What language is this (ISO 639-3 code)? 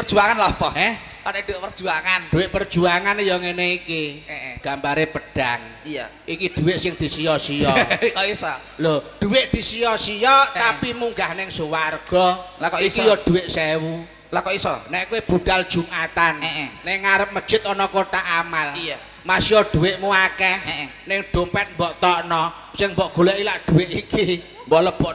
jav